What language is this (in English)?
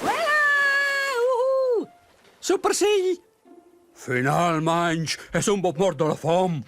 Romansh